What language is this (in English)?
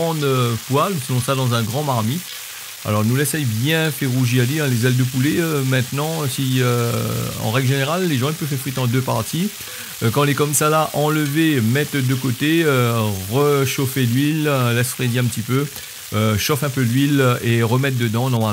Réunion Creole French